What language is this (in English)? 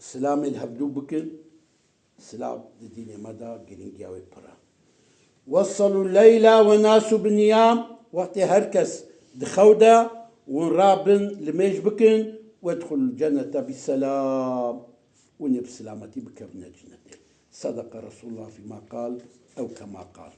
Kurdish